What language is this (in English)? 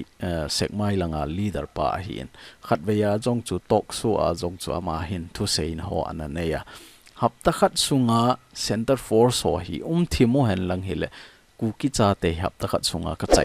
Thado Chin